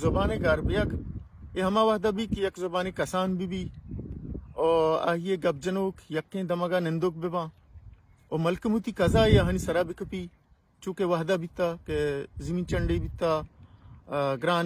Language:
Baluchi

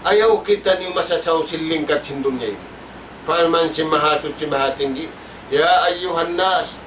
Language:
Tausug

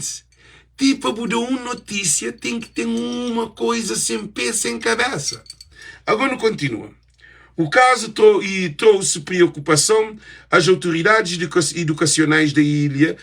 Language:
Kabuverdianu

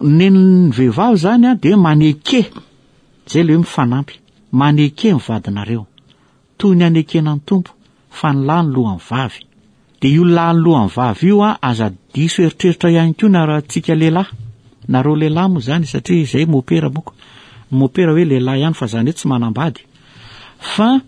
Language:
Malagasy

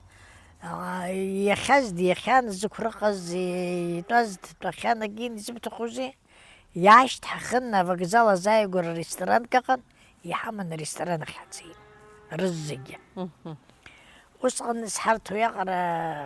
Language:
Abkhazian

